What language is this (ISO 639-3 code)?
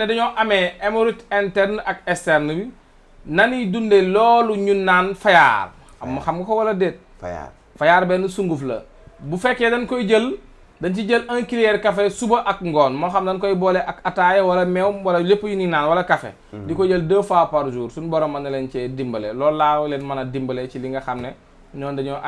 wol